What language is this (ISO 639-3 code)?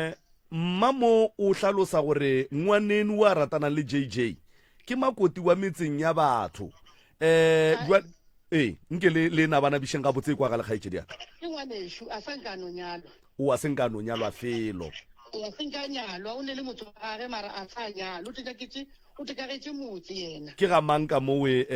nso